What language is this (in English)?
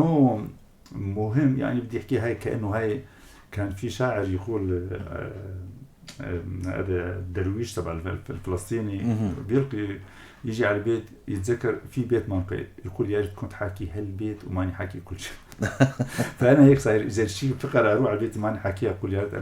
North Levantine Arabic